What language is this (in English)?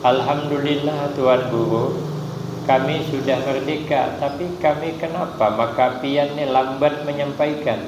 Banjar